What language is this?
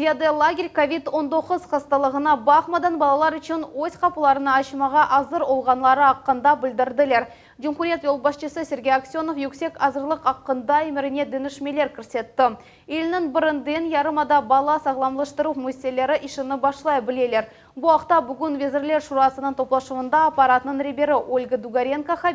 Crimean Tatar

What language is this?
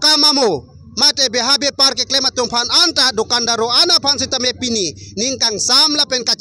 Karbi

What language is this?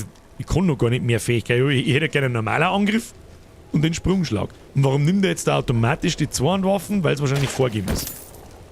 Bavarian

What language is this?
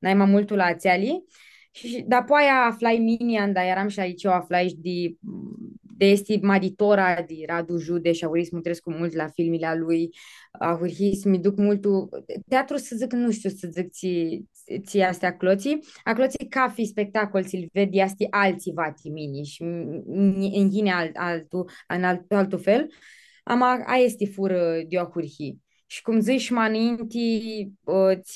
Aromanian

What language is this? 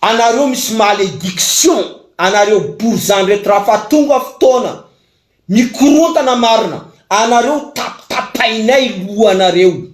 Malagasy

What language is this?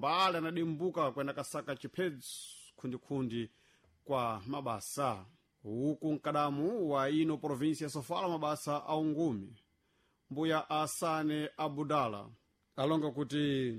Sena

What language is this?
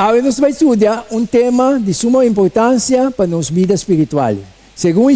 Papiamento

